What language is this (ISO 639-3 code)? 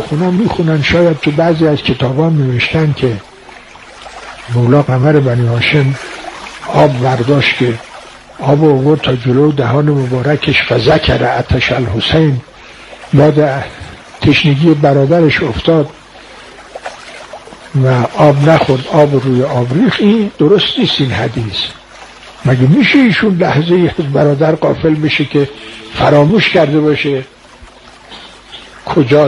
fas